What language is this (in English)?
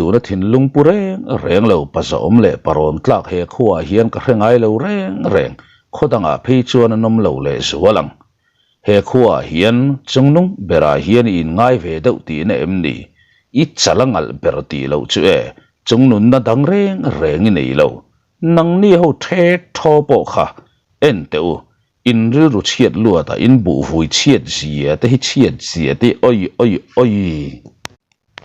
Mizo